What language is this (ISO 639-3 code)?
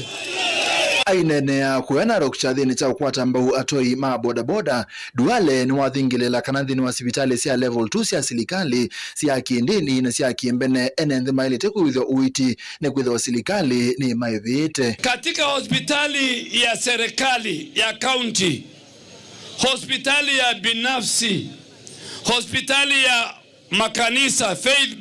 kam